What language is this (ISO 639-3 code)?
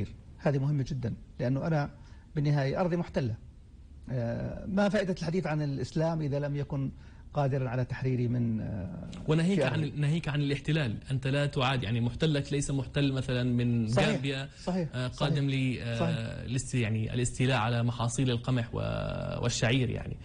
apc